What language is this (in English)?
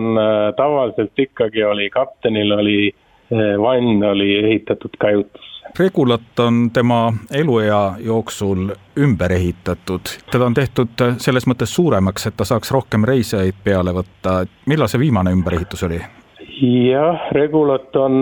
Estonian